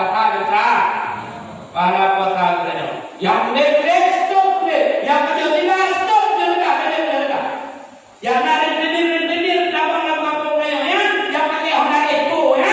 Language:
Achinese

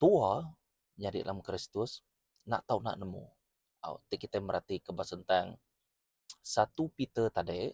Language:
Iban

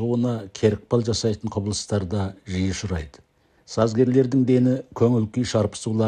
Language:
Kazakh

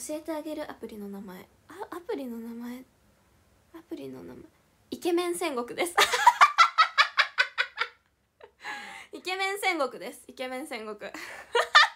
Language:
Japanese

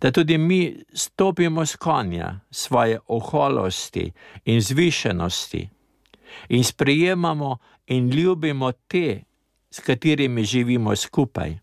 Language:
Slovenian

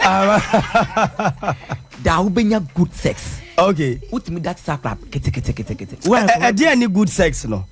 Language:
Akan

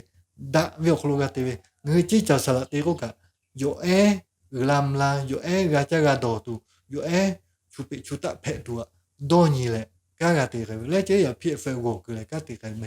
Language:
Lahu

